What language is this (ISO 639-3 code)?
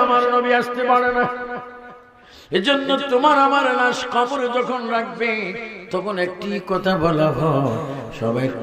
ben